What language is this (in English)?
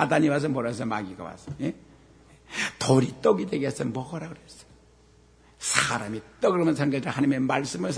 Korean